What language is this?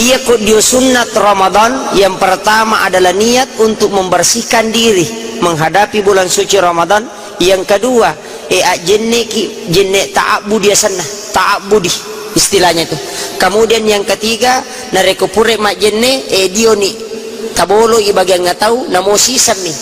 Buginese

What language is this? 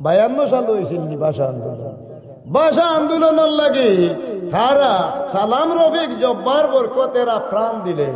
Sylheti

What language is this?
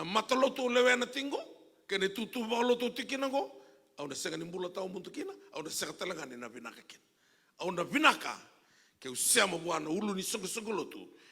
Fijian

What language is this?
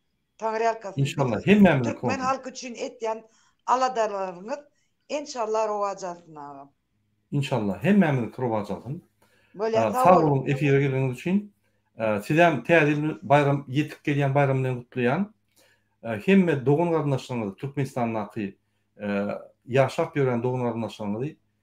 Turkmen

